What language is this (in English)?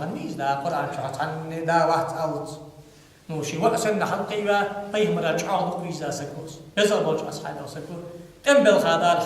Ingush